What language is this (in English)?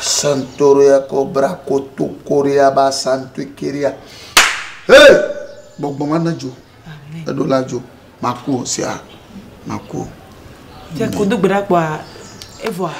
Ewe